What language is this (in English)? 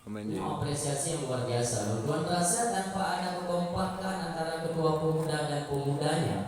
Achinese